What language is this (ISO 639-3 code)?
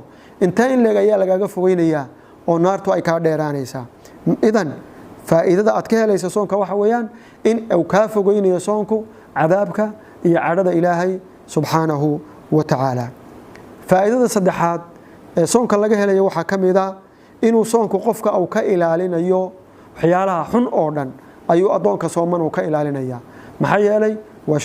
som